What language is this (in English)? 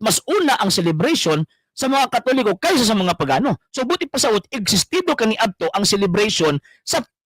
Cebuano